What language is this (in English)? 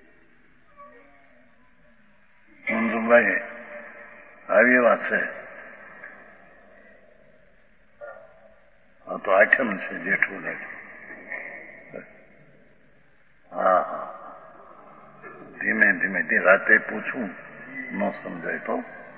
Gujarati